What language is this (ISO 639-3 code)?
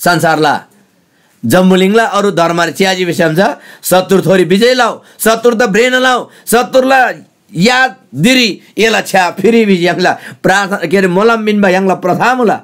taj